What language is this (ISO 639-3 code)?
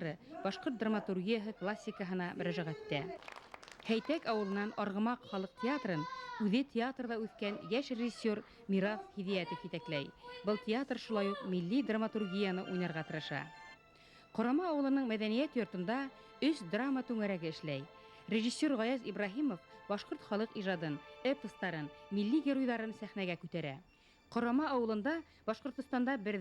bak